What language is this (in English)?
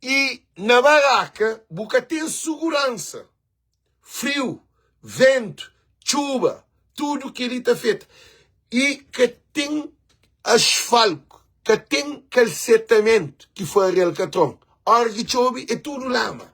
Kabuverdianu